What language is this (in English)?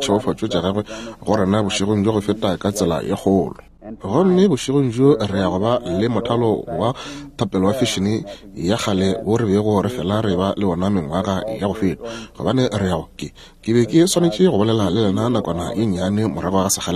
Northern Sotho